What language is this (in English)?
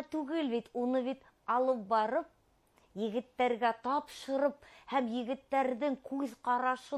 Bashkir